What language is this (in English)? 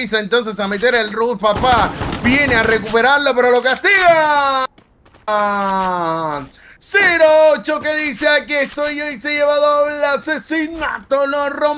Spanish